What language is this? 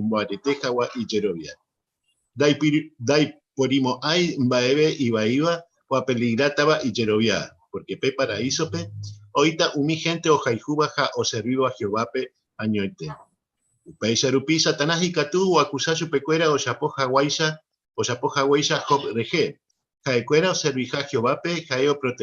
Guarani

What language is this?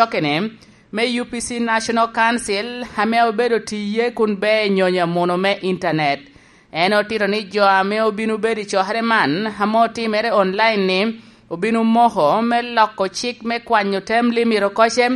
Lango (Uganda)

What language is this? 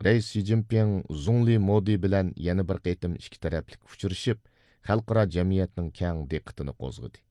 Uyghur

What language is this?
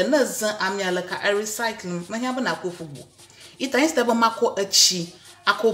Ewe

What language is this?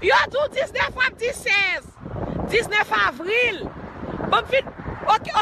Haitian Creole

